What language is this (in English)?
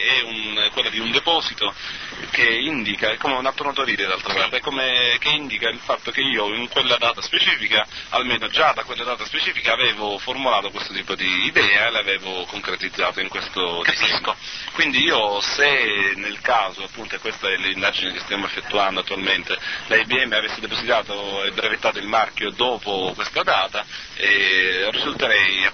Italian